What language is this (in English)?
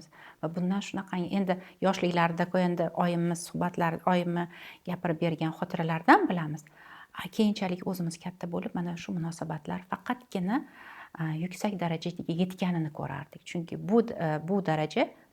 Uzbek